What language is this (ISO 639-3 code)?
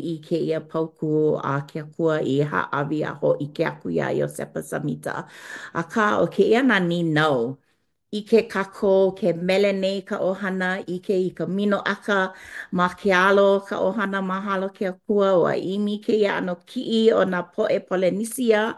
haw